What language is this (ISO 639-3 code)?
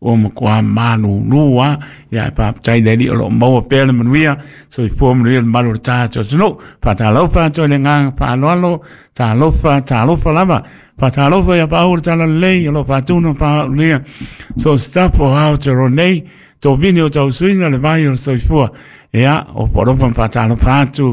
smo